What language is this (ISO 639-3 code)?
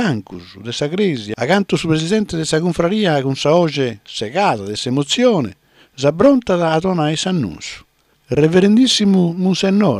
srd